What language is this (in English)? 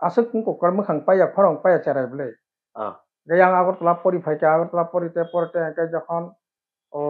Kok Borok